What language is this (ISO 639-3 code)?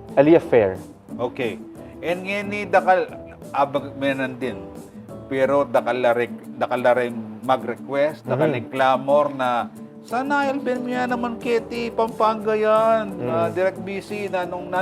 pam